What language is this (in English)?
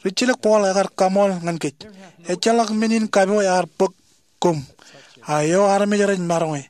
Marshallese